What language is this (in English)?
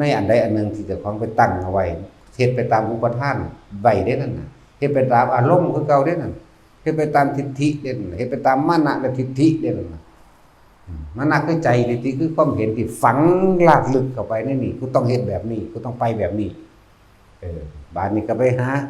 Lao